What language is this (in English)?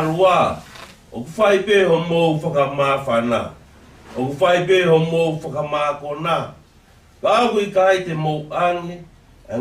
Tongan